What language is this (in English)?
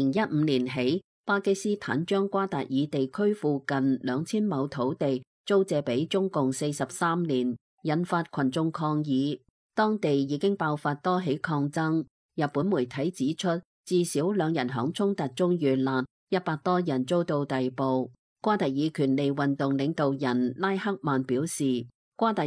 Cantonese